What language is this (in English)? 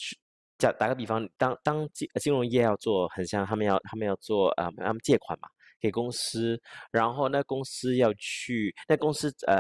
Chinese